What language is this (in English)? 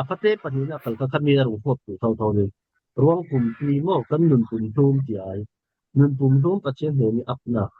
Falam Chin